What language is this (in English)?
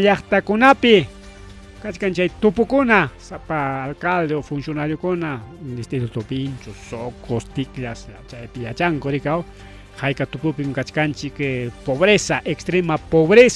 Ayacucho Quechua